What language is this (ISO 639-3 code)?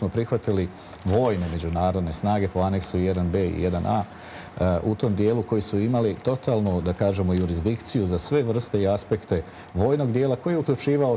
srp